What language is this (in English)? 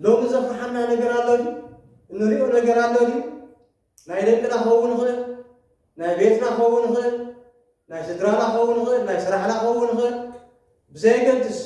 Tigrinya